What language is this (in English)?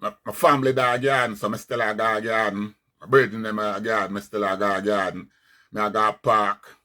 Jamaican Creole English